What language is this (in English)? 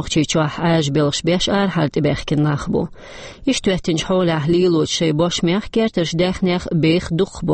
Chechen